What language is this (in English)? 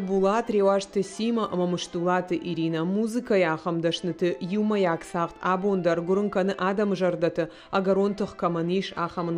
Ossetic